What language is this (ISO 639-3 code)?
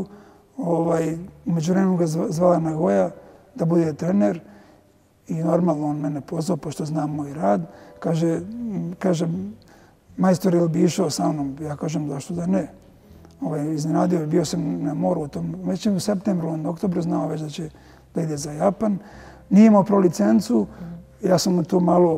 srp